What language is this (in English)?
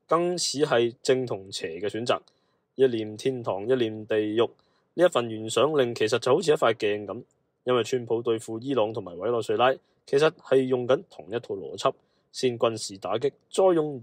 Cantonese